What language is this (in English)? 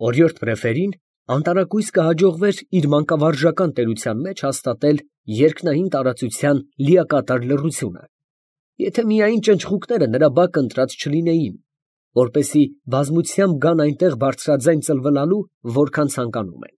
Armenian